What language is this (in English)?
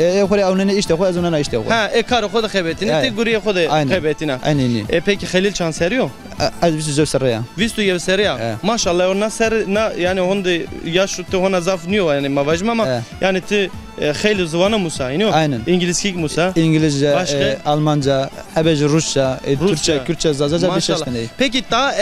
Zaza